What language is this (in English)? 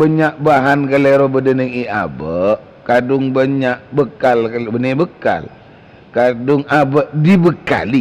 Madurese